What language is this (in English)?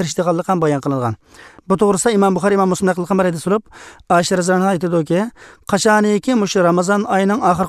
Uzbek